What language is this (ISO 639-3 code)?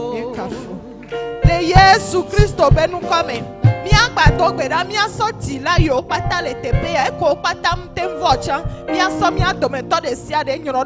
ewe